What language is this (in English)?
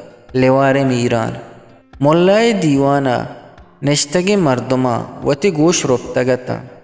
Eastern Balochi